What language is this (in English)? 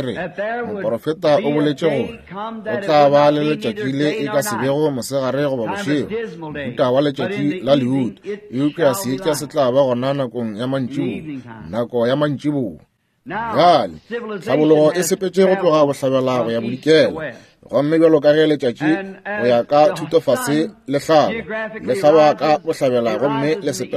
Northern Sotho